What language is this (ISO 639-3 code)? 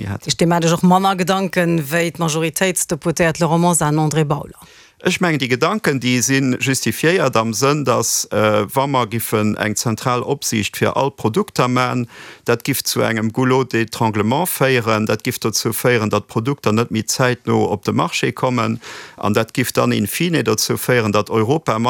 ltz